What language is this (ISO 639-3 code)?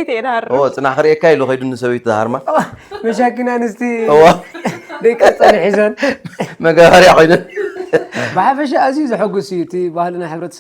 tir